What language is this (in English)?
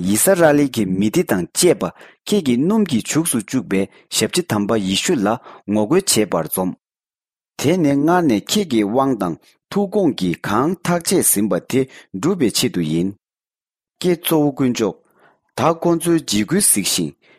Tibetan